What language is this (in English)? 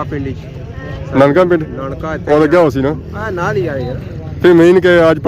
Pahari-Potwari